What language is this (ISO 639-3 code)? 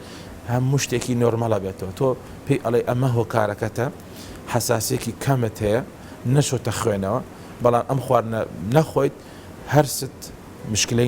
ckb